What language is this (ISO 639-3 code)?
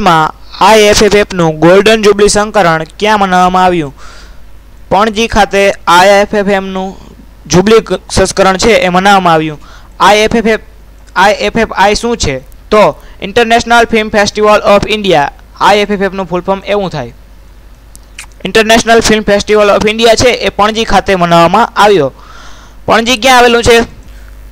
guj